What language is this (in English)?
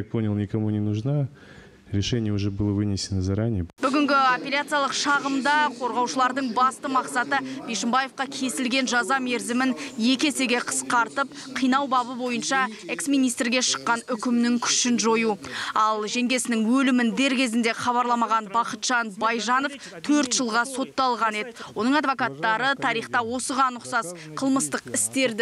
Kazakh